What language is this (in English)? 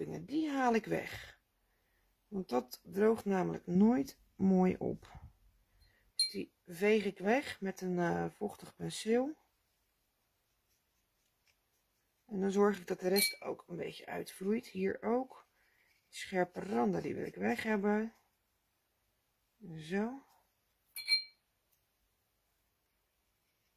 Dutch